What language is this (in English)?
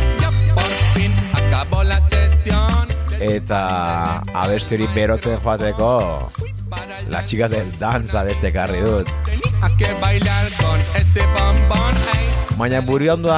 Basque